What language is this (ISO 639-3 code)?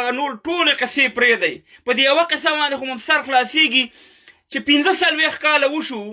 pus